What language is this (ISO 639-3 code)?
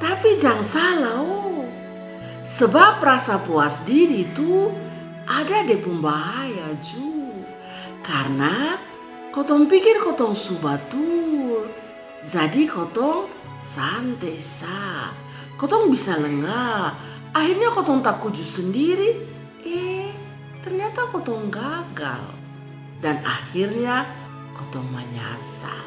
mkn